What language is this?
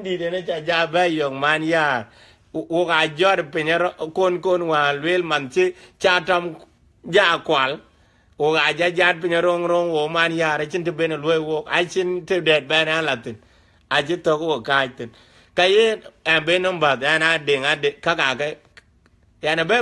Dinka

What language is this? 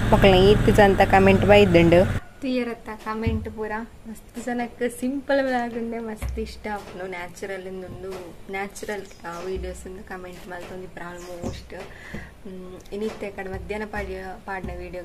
Tulu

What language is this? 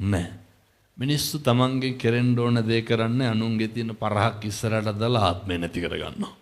Sinhala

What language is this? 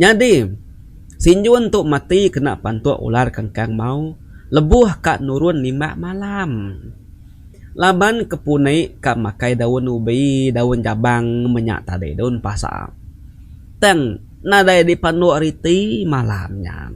Iban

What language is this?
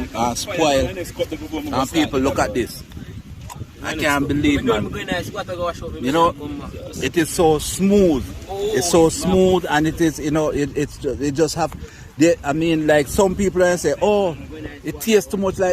Jamaican Creole English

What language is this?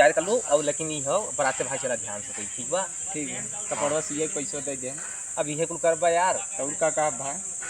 Awadhi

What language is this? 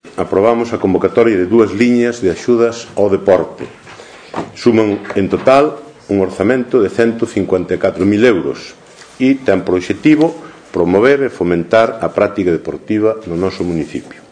Galician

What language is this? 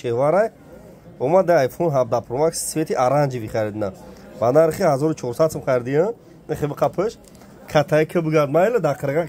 Tajik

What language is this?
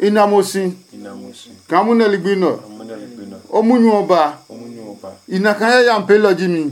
Adangme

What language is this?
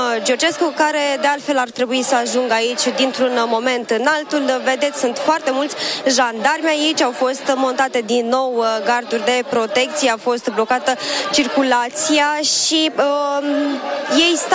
Romanian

